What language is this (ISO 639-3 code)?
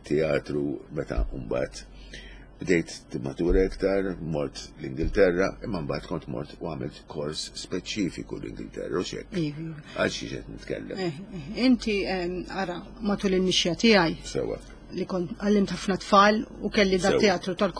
mlt